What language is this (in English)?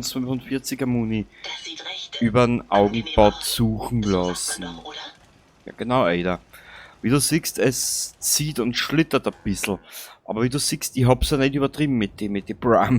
Bavarian